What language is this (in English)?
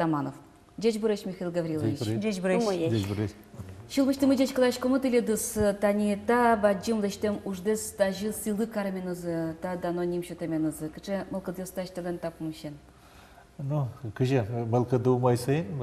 Udmurt